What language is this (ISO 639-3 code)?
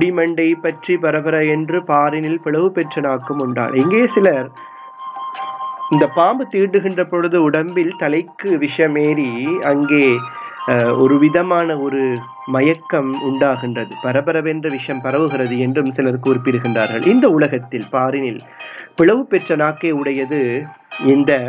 tam